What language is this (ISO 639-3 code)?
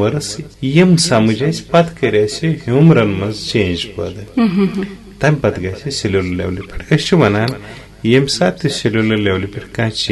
kas